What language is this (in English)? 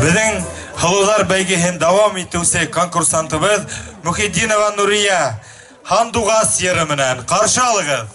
Bashkir